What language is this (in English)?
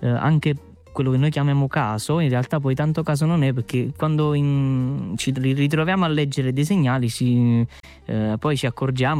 Italian